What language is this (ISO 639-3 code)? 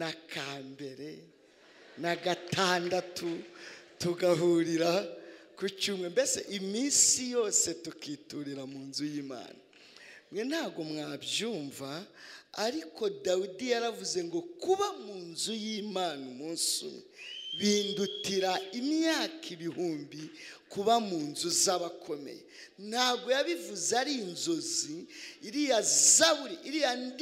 kin